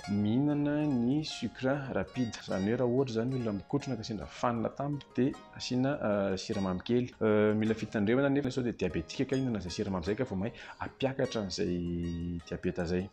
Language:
Malagasy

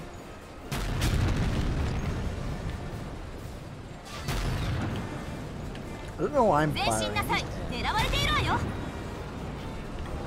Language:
English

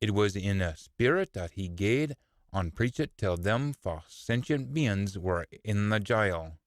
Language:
Scots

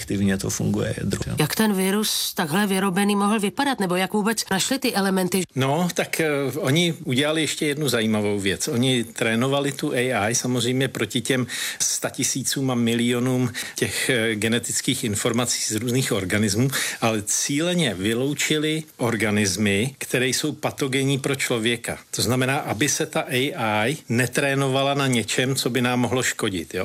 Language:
Czech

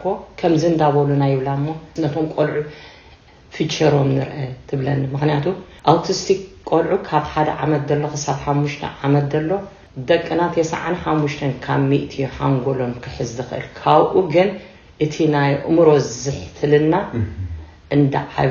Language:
Tigrinya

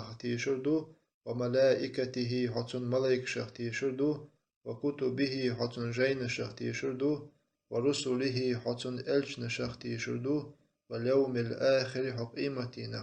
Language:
Chechen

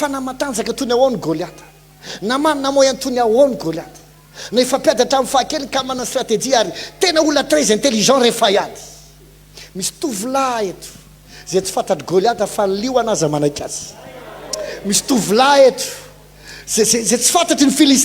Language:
Malagasy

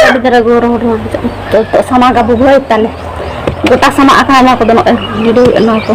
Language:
Santali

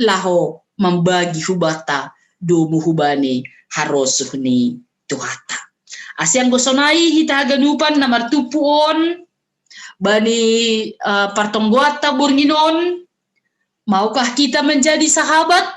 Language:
Batak Simalungun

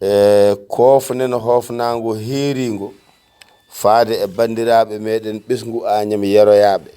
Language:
Fula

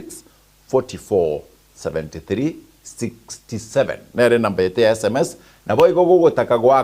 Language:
Gusii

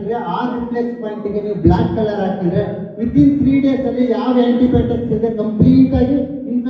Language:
Kannada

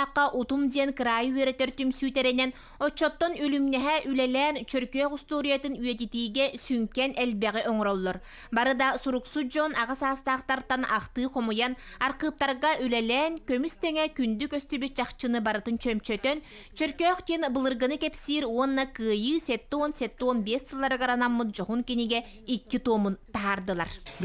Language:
Yakut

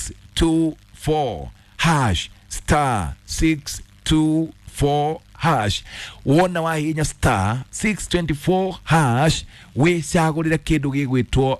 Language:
Kikuyu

